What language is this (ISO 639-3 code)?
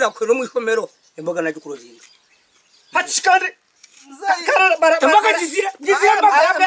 nyn